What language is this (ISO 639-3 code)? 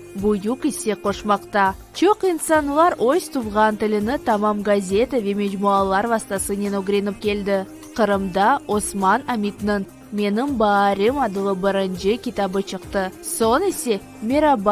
crh